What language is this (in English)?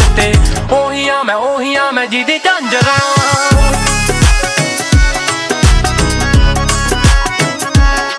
Punjabi